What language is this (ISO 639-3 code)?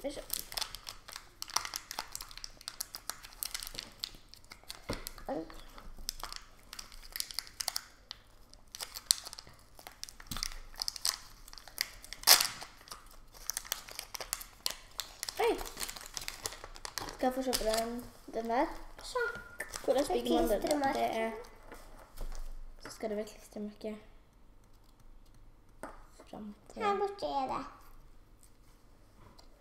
nor